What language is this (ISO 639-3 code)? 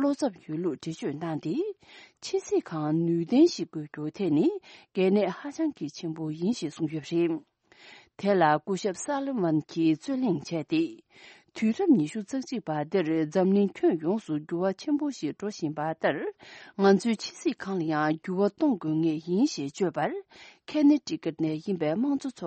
bod